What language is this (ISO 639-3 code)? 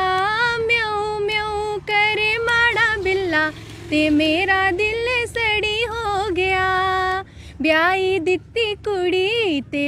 doi